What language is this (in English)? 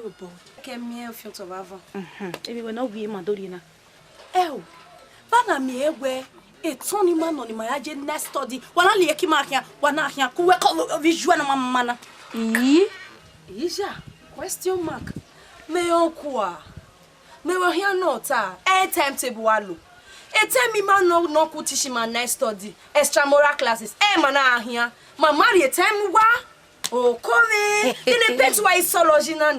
Bini